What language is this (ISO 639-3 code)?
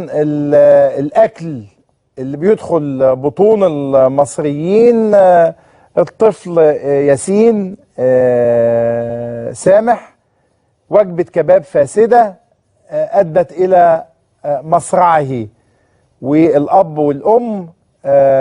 arz